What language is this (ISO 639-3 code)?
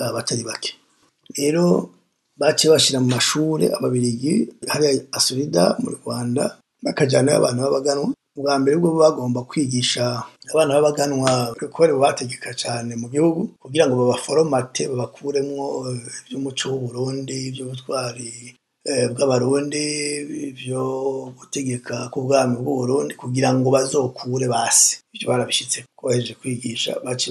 run